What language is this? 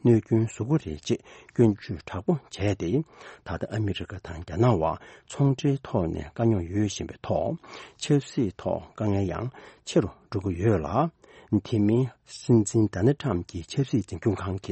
Tibetan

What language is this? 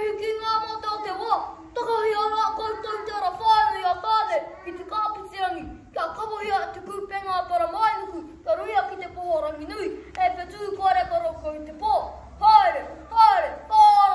Māori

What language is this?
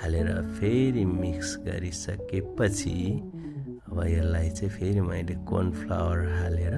Nepali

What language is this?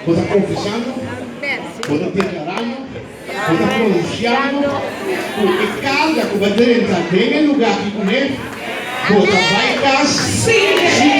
Papiamento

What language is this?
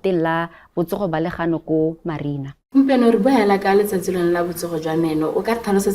Tswana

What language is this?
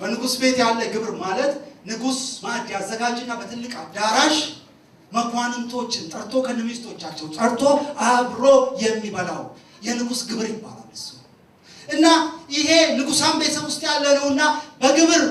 Amharic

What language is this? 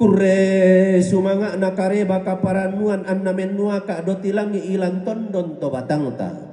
Toraja-Sa'dan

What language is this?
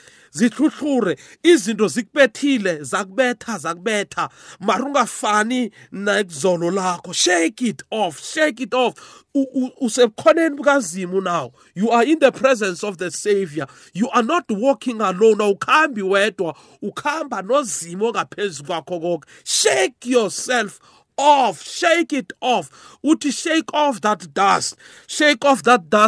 South Ndebele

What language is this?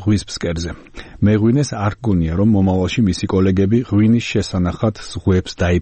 Georgian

